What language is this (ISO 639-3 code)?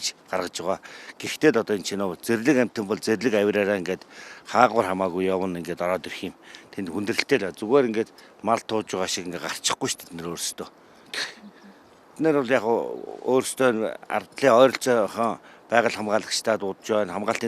mon